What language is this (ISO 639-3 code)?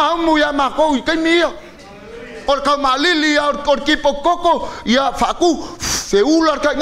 smo